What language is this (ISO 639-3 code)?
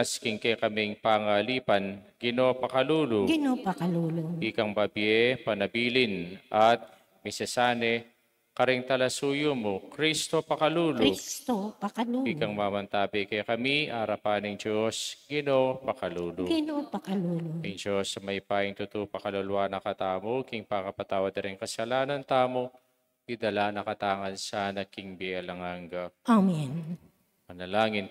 pam